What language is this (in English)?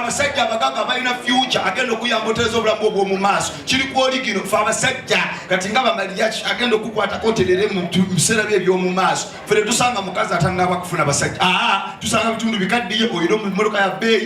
Ganda